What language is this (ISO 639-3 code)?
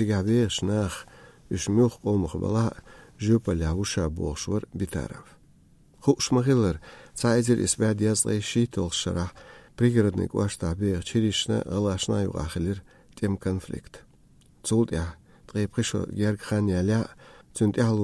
che